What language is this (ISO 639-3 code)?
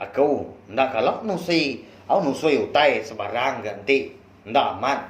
iba